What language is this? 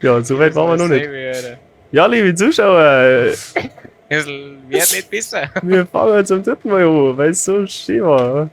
Bavarian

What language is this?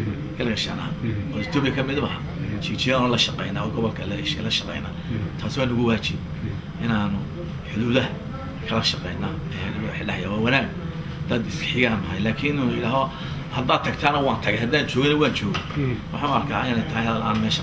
Somali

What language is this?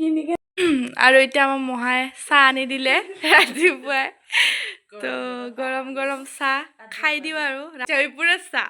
Assamese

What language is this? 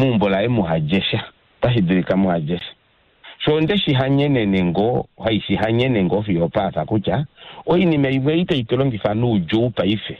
Kuanyama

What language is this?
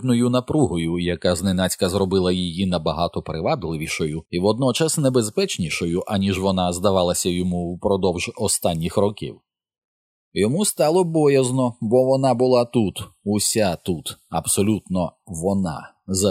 Ukrainian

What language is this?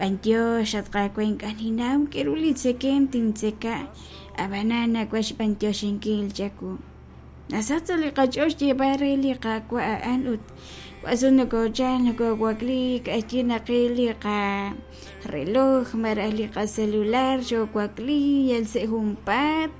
Kekchí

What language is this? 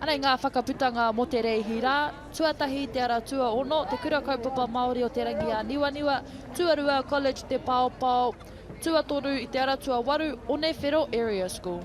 Māori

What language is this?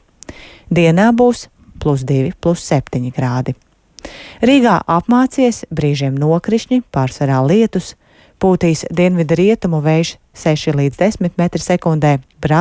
Latvian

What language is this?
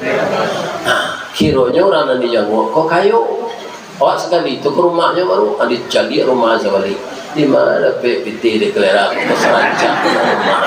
Minangkabau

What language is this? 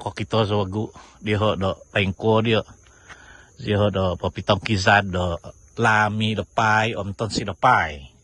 Central Dusun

